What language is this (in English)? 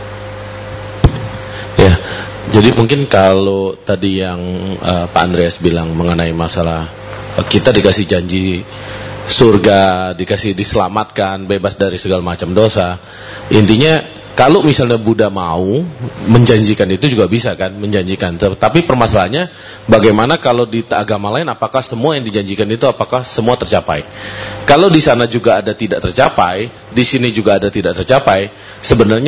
Indonesian